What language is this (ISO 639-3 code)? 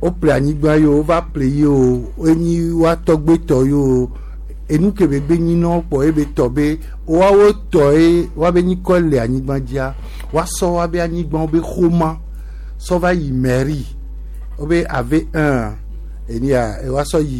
gej